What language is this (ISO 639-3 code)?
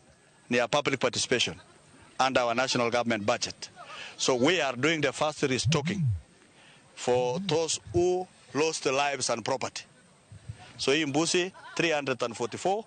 luo